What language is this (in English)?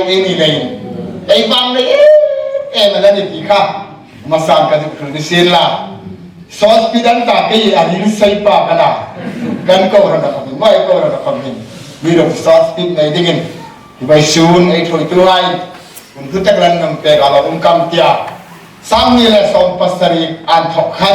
Hmar